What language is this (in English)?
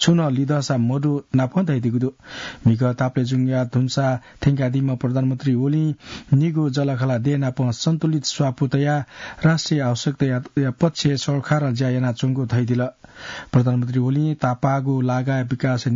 Newari